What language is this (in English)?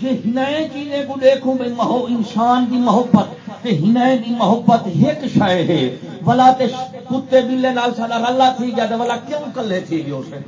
Saraiki